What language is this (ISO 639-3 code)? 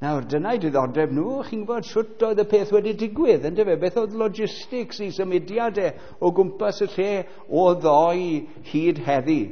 cym